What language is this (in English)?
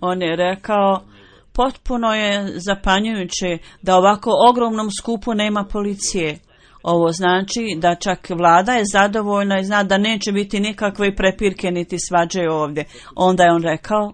Bosnian